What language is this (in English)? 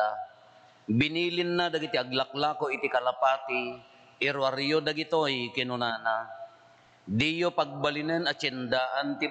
Iloko